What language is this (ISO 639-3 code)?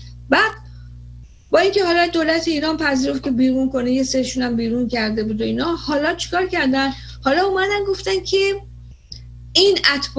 fas